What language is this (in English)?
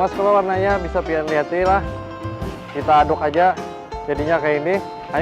Banjar